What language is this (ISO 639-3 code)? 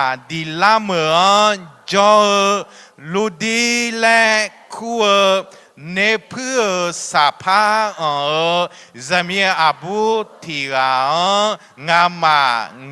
ahk